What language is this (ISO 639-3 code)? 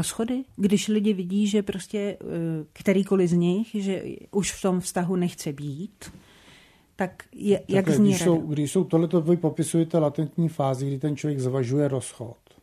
ces